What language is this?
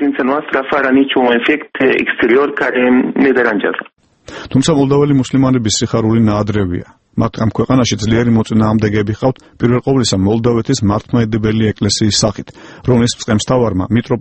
Georgian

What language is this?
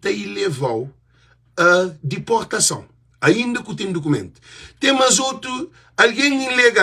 Kabuverdianu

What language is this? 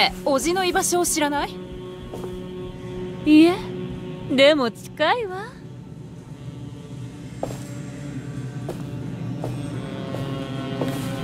Japanese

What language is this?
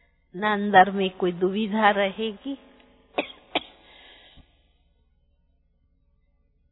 Hindi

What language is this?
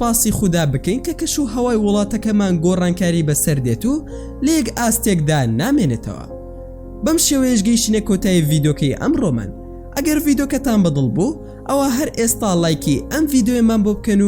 Central Kurdish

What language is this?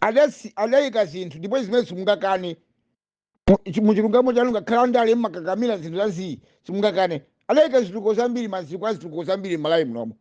Nyanja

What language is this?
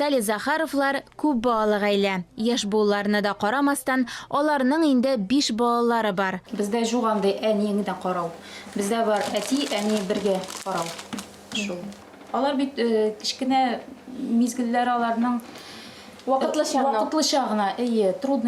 Tatar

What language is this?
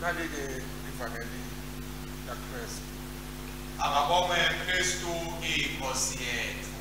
Swati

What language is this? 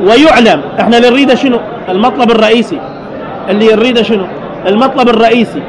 Mesopotamian Arabic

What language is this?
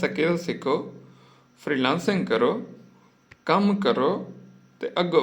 Saraiki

